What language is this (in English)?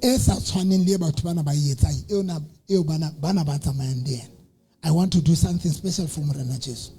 Southern Sotho